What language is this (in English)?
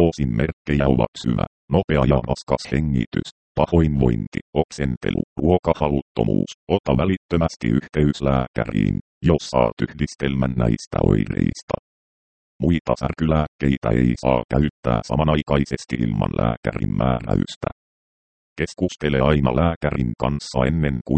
Finnish